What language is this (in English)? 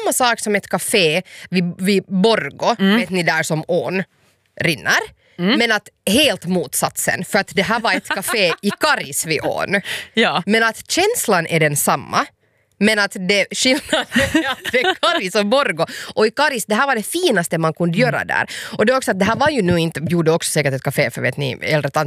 Swedish